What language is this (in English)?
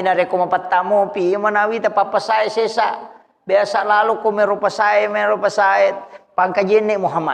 Buginese